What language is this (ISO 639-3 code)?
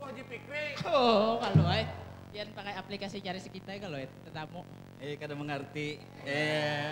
bjn